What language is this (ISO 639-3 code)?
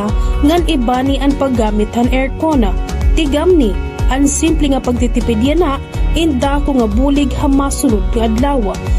war